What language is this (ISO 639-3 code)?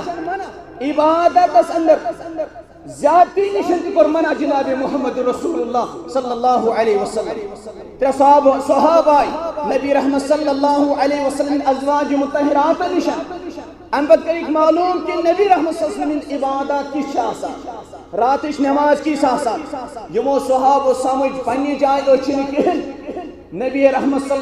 kas